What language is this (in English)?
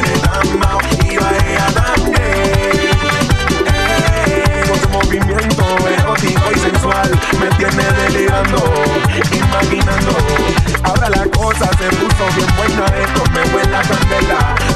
Spanish